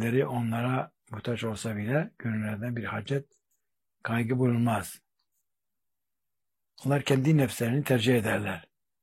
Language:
Turkish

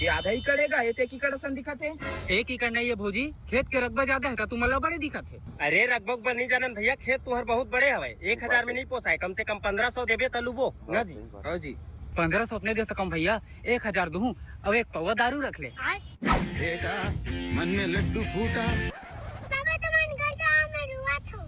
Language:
Chhattisgarhi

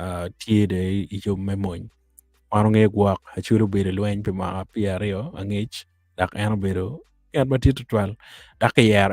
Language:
Acoli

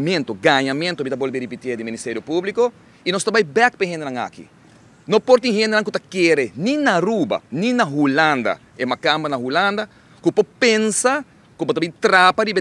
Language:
Papiamento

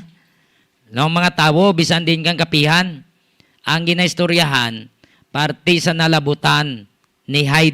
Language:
Hiligaynon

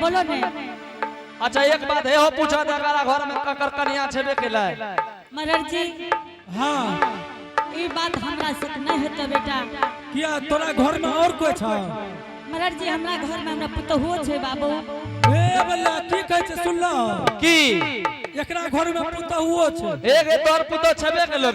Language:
Angika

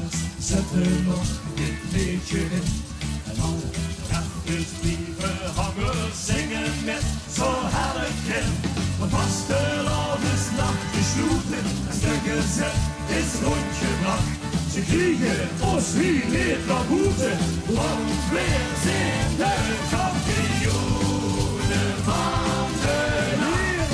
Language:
Limburgish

